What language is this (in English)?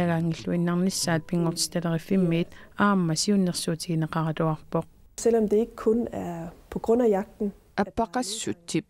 Kalaallisut